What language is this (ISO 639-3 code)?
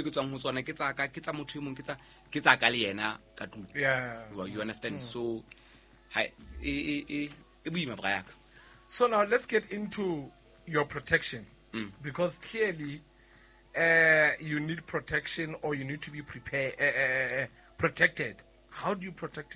sot